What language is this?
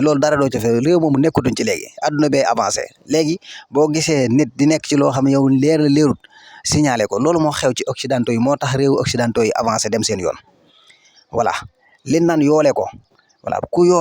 Wolof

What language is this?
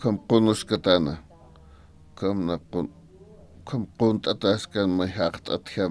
Aymara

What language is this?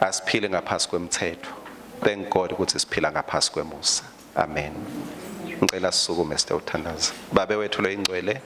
Swati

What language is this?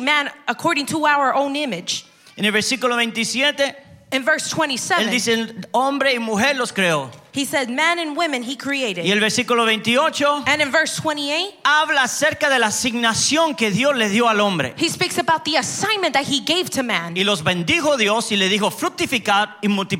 Spanish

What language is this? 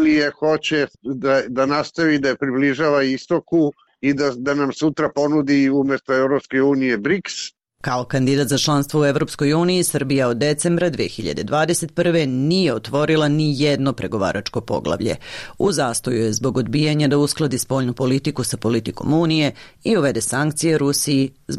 Serbian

